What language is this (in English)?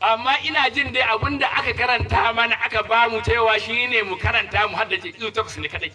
Hausa